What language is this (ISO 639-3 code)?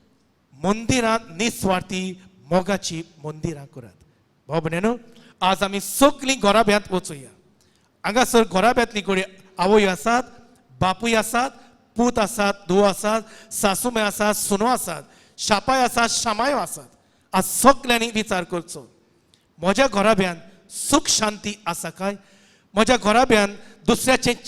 kok